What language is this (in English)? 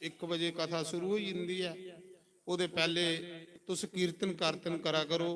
Dogri